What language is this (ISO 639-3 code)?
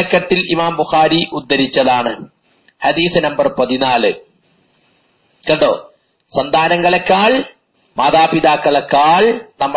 mal